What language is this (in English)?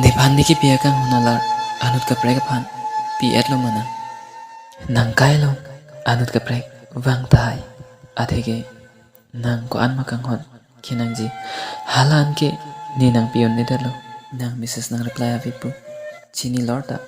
Karbi